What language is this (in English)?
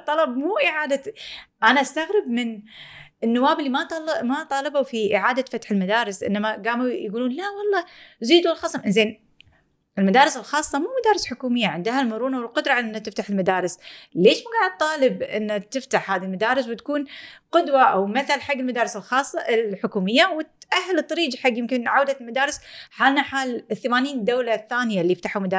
Gulf Arabic